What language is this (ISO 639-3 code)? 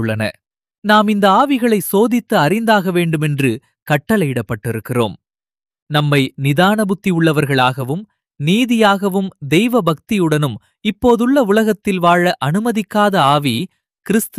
tam